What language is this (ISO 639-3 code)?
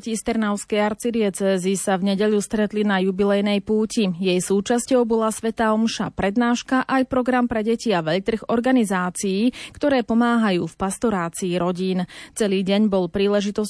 slk